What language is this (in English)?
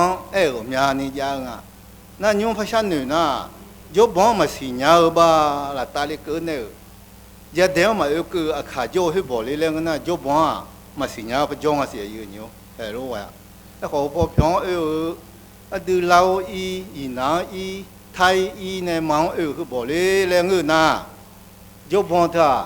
Akha